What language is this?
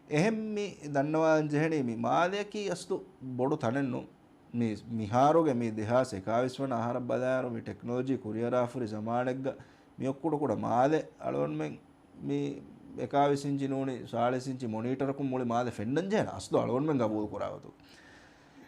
Divehi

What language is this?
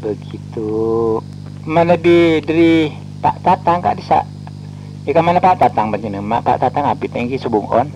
Madurese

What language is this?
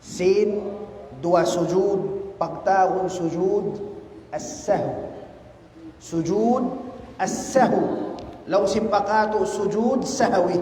Tausug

